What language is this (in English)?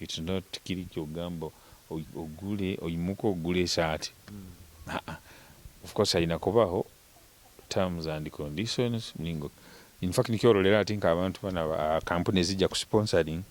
Nyoro